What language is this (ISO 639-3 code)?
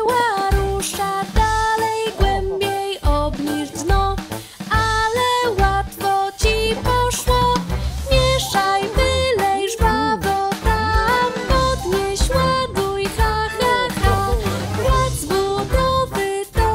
pol